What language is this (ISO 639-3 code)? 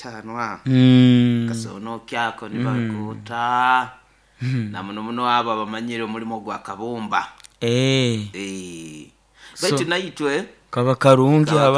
nyo